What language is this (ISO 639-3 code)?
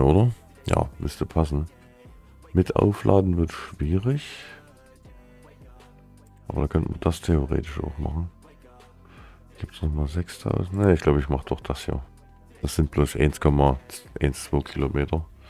deu